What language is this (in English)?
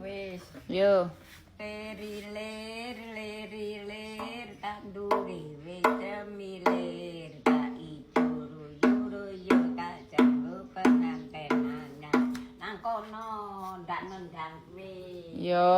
Javanese